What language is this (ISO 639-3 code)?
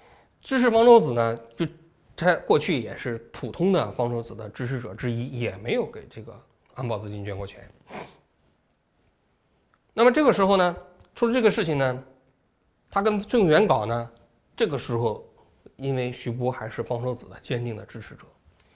zho